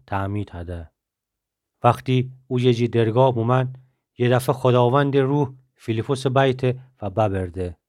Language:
Gilaki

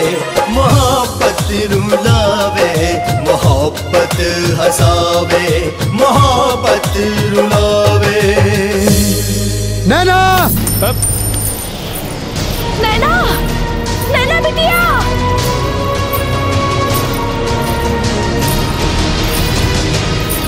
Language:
Bhojpuri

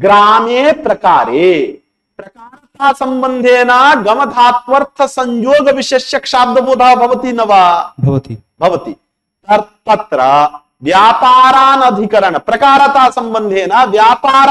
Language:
Sanskrit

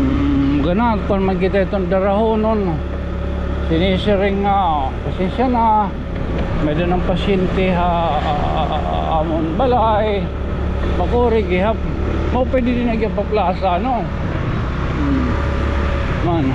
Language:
Waray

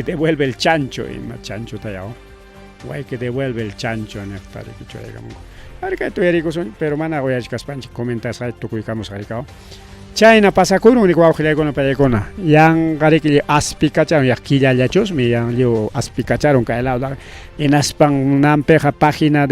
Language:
Ayacucho Quechua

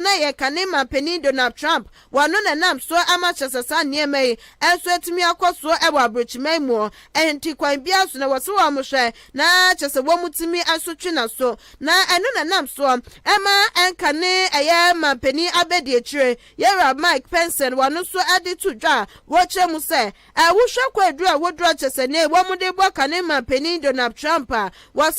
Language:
Akan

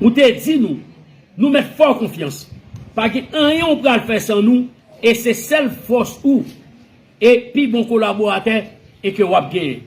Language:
Haitian Creole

